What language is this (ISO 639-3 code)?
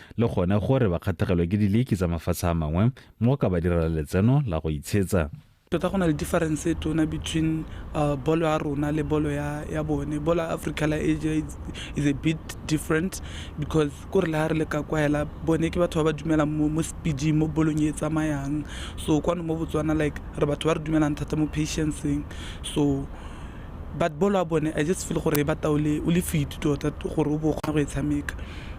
tsn